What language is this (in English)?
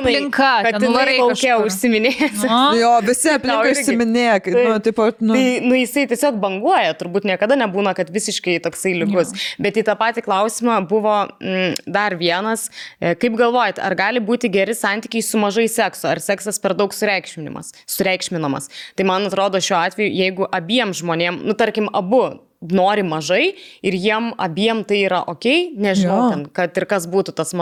Lithuanian